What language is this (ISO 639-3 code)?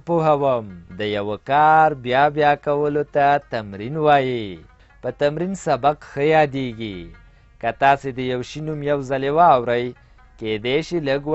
pus